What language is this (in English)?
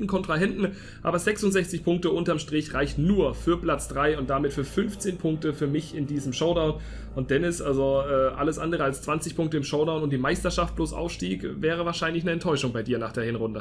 German